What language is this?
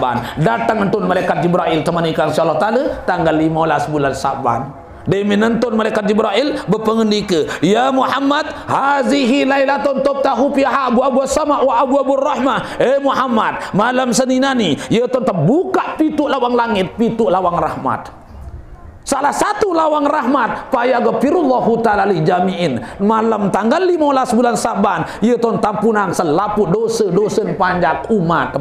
Sasak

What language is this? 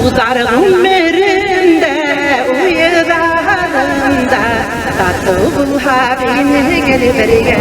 Bashkir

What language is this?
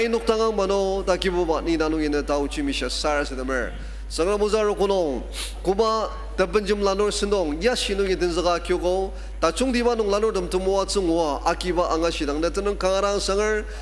Ao Naga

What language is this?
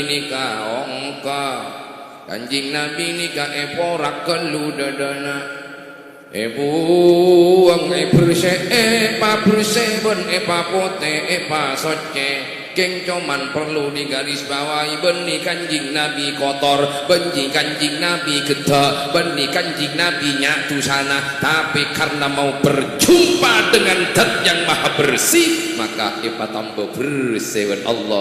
Madurese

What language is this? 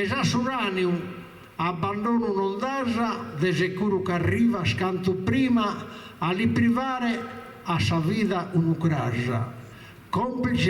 Sardinian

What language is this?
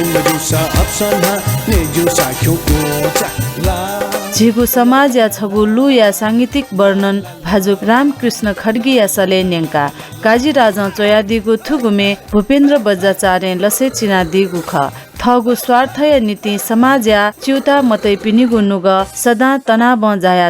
Newari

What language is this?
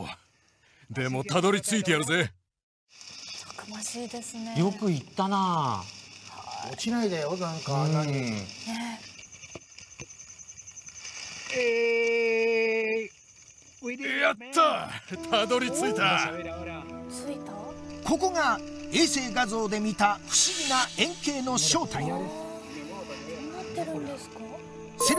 Japanese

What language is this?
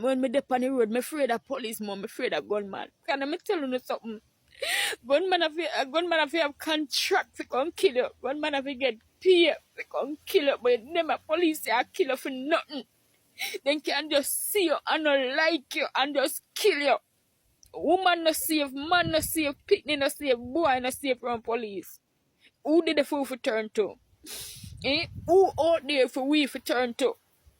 Jamaican Creole English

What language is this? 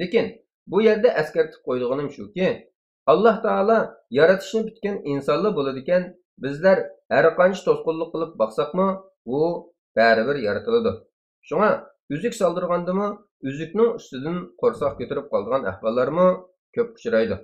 Uyghur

